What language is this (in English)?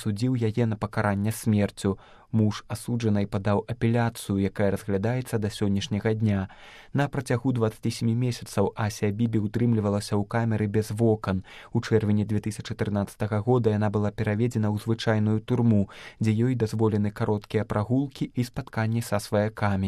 Belarusian